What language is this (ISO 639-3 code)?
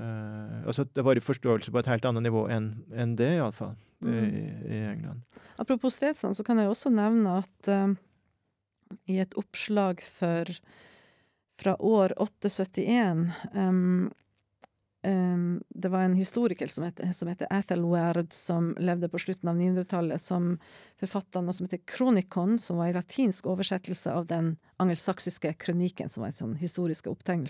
nor